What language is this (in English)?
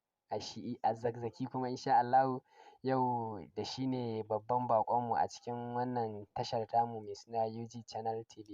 Hausa